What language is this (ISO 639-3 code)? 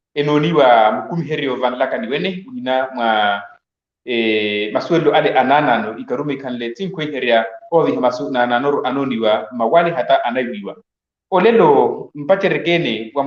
vmw